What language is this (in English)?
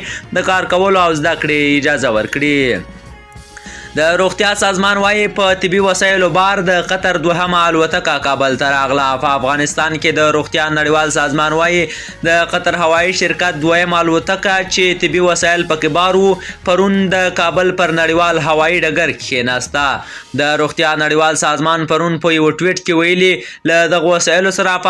Pashto